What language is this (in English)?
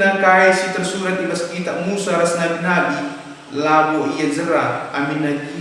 Batak Karo